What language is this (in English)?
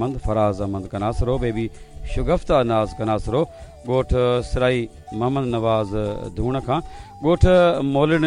Sindhi